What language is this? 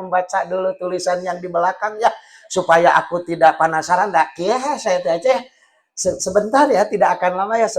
Sundanese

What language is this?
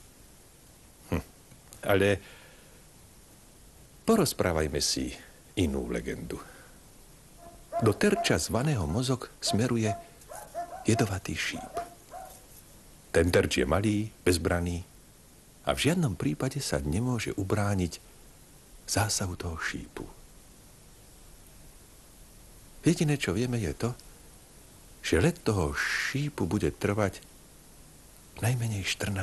Slovak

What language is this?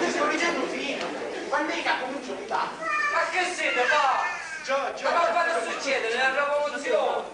Sicilian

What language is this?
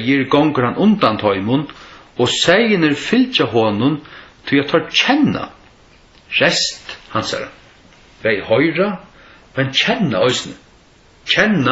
Faroese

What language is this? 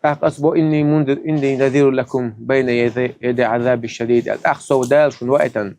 Chechen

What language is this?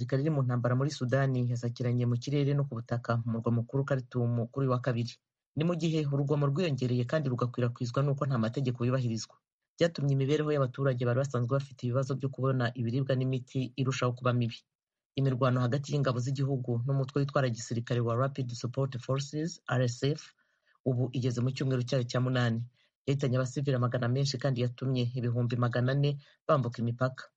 Kinyarwanda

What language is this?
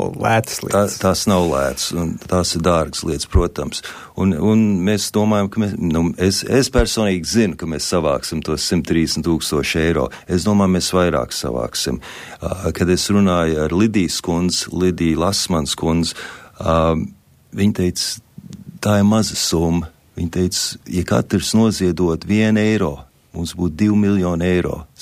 Latvian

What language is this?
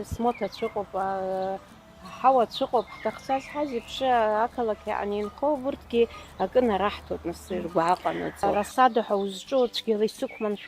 Abkhazian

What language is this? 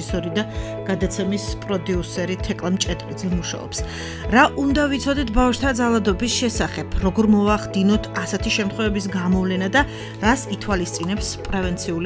Georgian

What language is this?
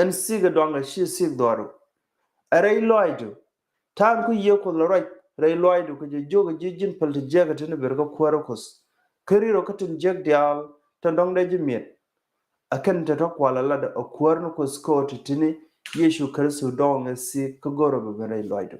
Nuer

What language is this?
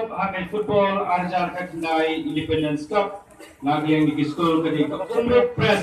Khasi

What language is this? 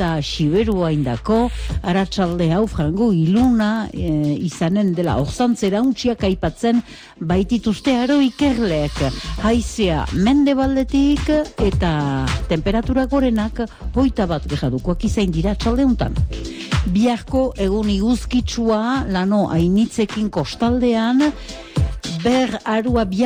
Basque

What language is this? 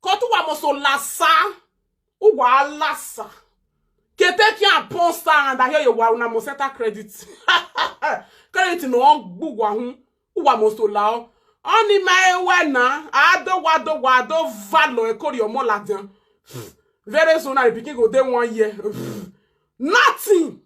Nigerian Pidgin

